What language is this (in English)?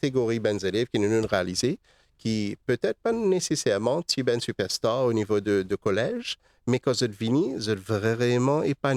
Morisyen